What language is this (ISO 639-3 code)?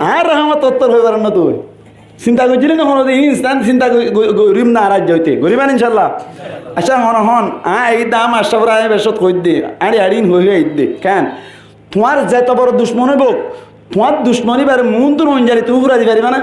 rhg